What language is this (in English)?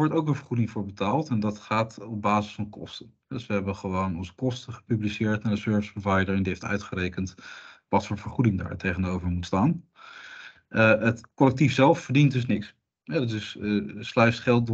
Dutch